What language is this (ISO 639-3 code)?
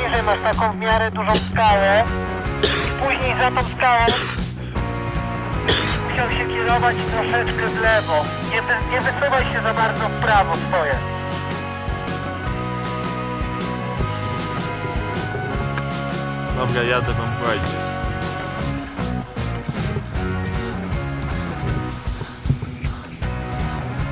pol